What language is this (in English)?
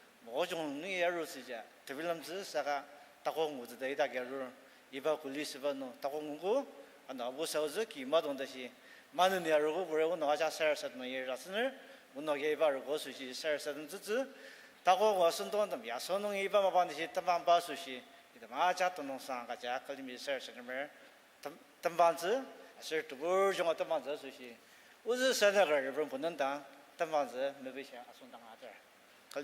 Ao Naga